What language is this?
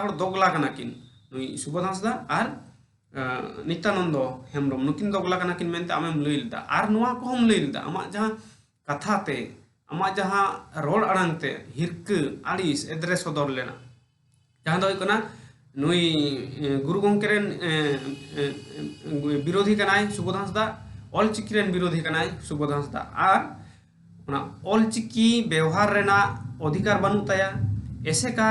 Santali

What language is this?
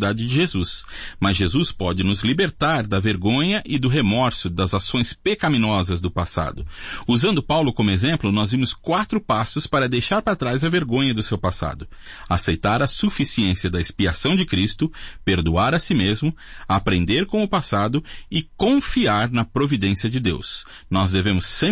Portuguese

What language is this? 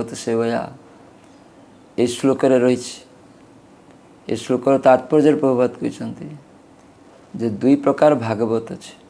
Odia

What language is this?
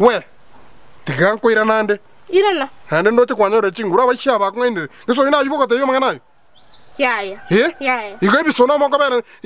Gusii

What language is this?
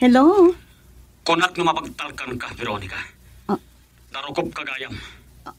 Iloko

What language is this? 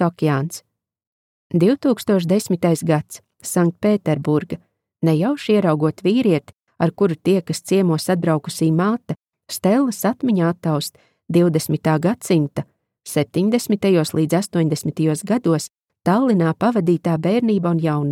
Latvian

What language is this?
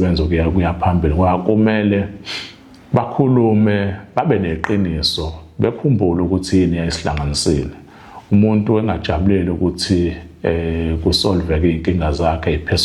Zulu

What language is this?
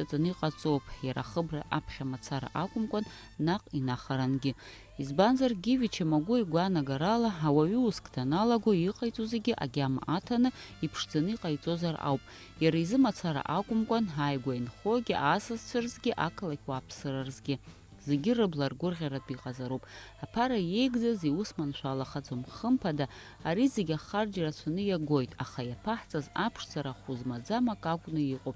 Abkhazian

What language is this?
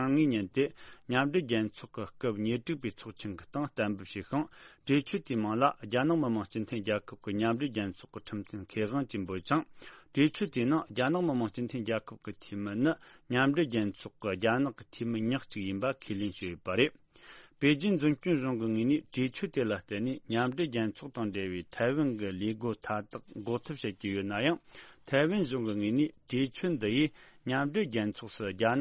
Tibetan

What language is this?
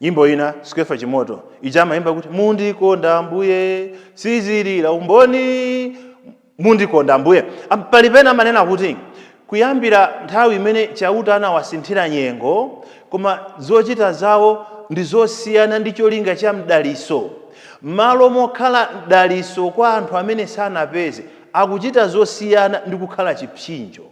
Nyanja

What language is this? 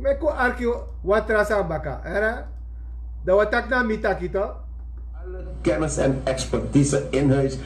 Sranan Tongo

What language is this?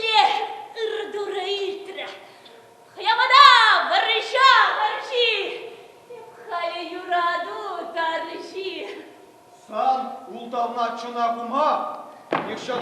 Chuvash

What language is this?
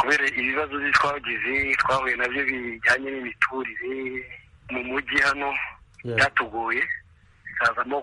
Kinyarwanda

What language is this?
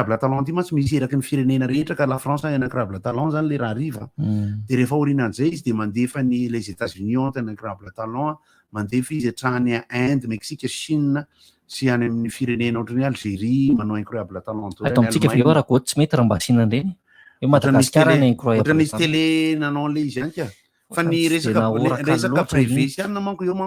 Malagasy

